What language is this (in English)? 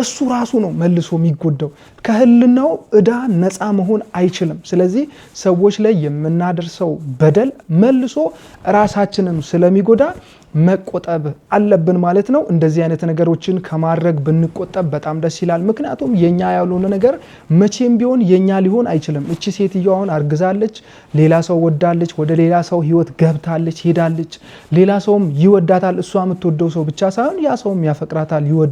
Amharic